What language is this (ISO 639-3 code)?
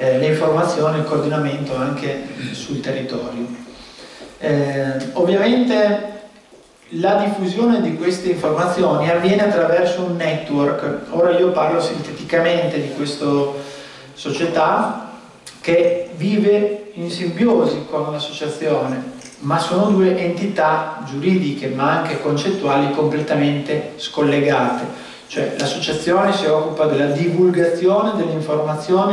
ita